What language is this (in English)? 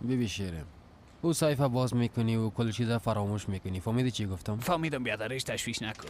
Persian